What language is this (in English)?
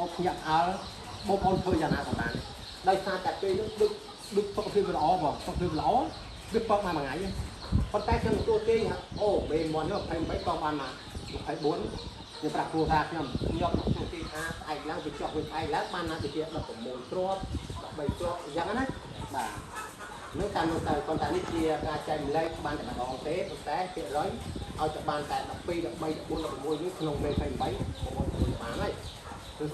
Khmer